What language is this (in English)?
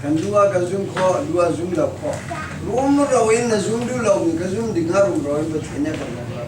Hakha Chin